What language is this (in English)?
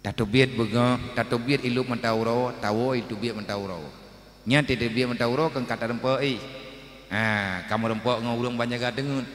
Achinese